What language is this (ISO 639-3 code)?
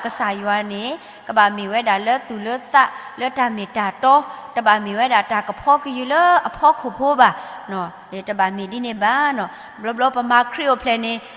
ksw